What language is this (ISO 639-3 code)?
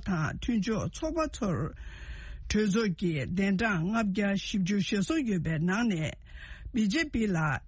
bod